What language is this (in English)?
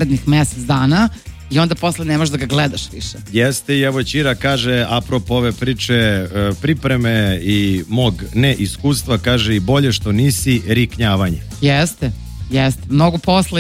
Serbian